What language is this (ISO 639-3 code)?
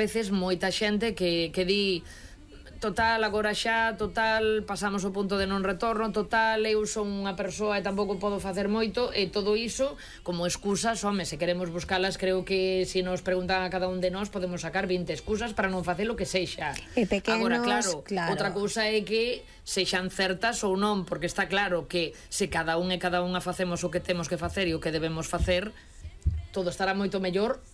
glg